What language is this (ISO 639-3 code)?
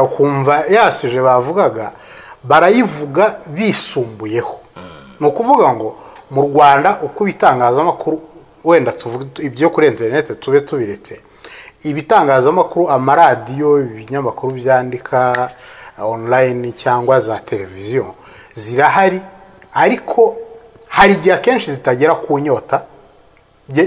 kin